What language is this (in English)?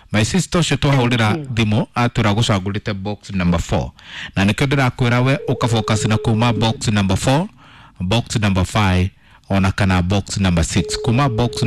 Kikuyu